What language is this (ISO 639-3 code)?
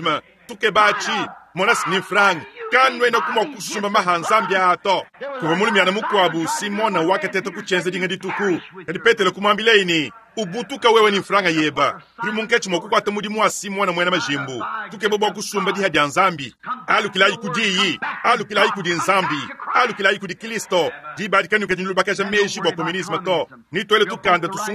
lua